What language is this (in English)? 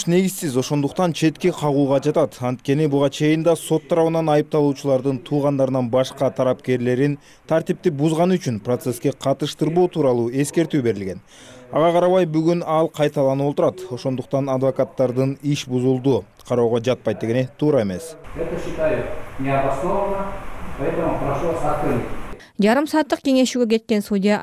Kyrgyz